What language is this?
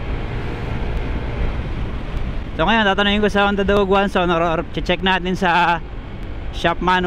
Filipino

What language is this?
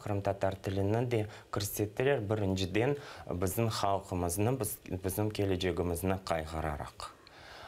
Crimean Tatar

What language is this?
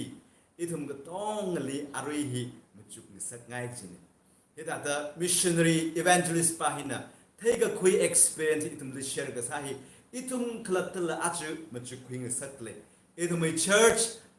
Tangkhul Naga (India)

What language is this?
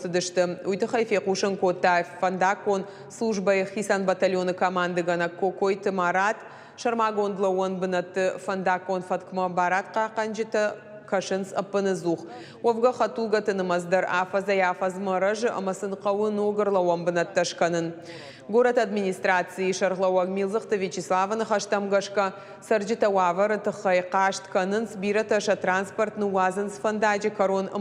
Ossetic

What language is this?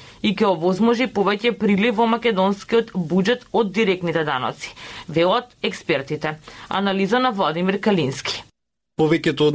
Macedonian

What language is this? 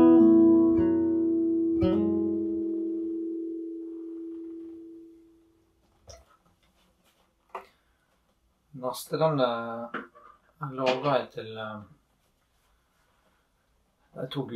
Norwegian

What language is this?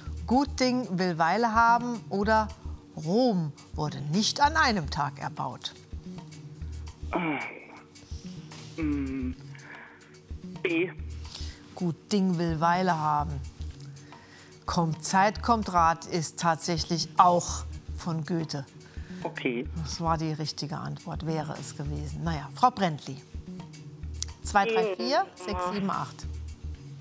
German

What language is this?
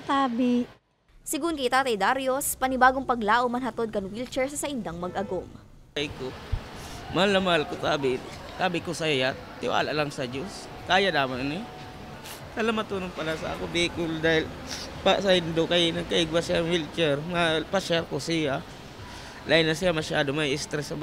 Bikol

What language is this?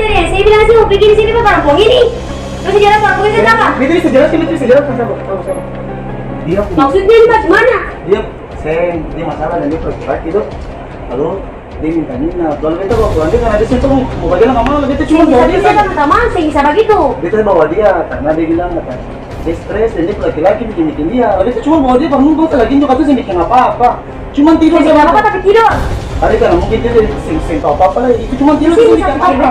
Ambonese Malay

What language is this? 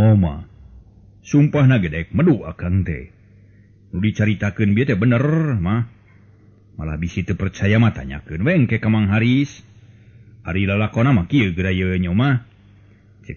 Sundanese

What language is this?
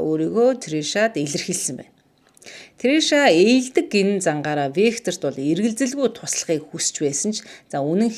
Mongolian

